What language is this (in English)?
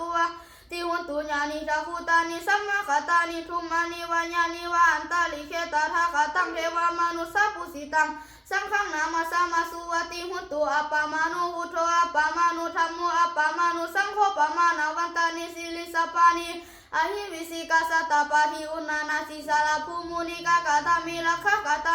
Pali